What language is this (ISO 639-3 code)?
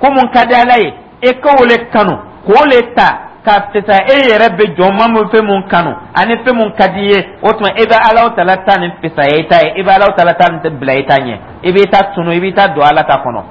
dyu